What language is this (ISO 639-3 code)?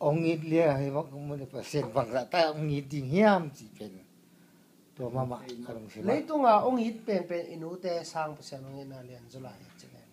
ctd